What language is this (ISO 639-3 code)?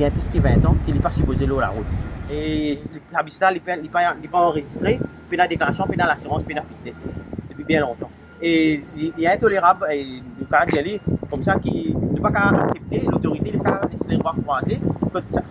mfe